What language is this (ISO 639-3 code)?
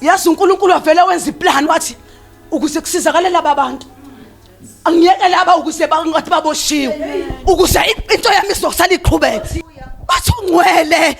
zul